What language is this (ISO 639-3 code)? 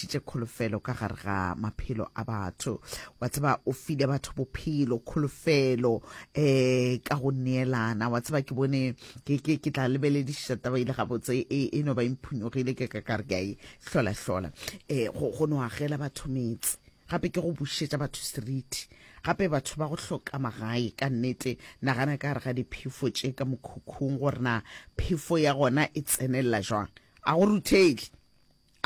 nso